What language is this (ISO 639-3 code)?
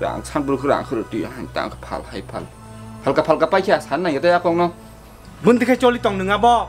trp